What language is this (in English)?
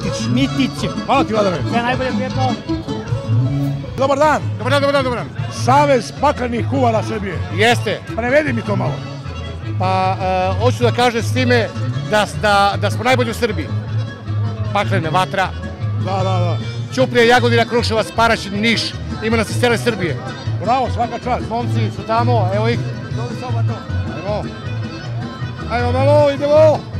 Serbian